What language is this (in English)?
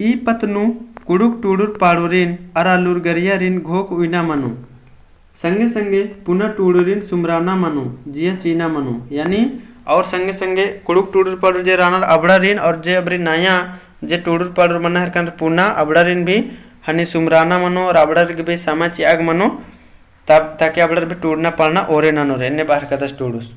Kurukh